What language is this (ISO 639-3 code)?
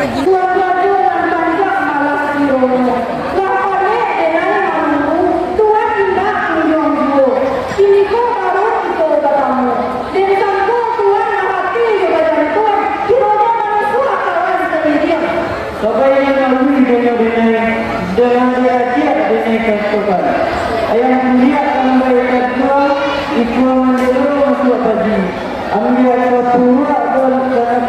min